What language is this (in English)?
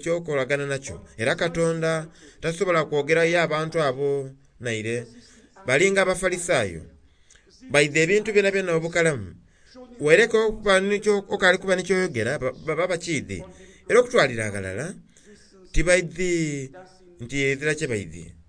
Soga